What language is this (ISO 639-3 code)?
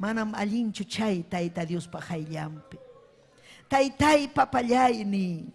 quy